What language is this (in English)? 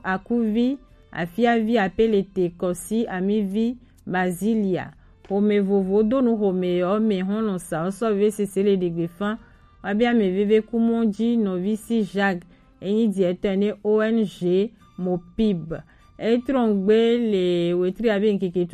Gen